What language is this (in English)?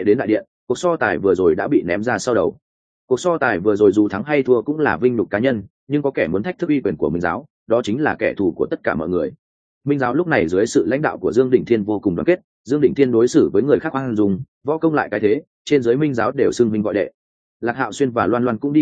Vietnamese